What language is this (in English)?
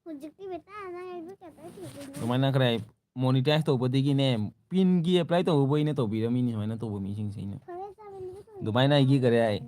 Manipuri